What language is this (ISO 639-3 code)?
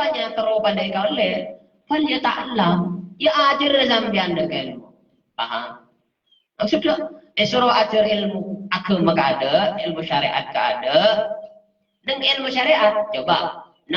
mad